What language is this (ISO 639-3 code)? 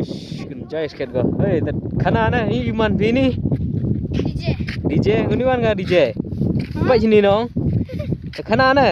kha